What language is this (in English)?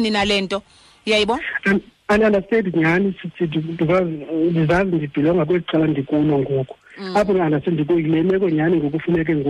Xhosa